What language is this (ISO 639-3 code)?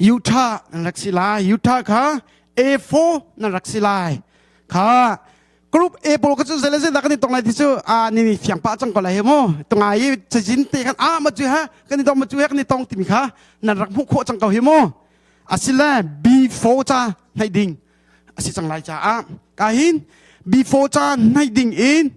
cnh